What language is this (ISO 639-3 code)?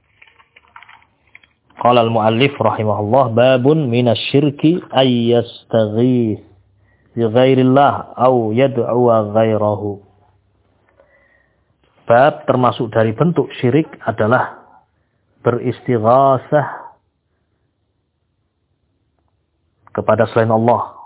ind